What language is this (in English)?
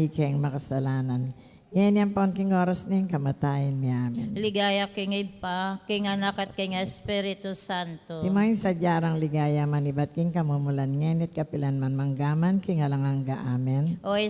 Pampanga